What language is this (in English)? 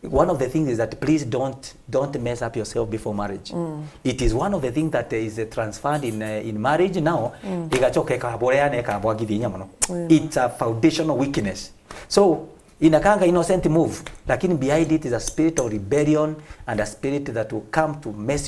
Meru